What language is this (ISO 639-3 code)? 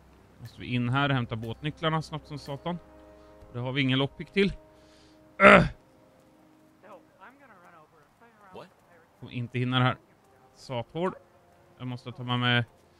swe